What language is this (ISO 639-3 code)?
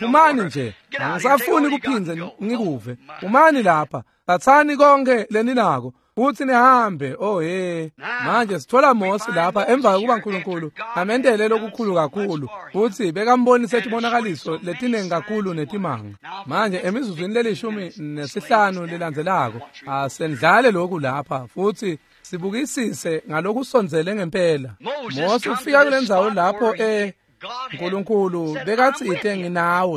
ssw